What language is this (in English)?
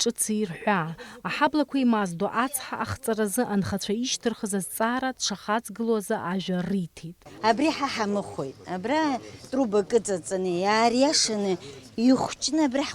Abkhazian